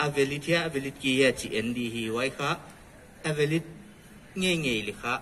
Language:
Paite Chin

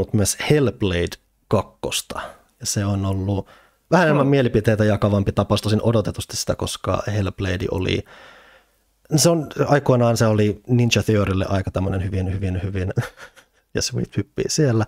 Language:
Finnish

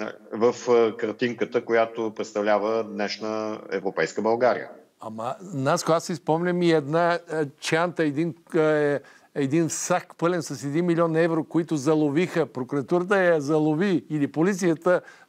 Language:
Bulgarian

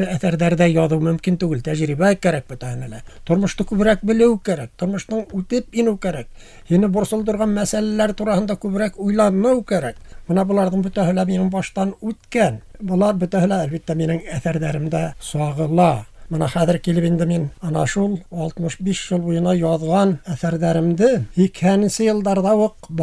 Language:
Bashkir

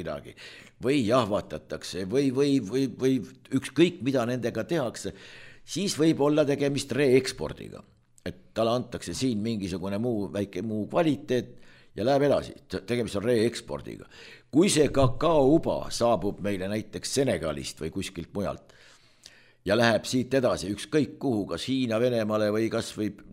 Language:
Estonian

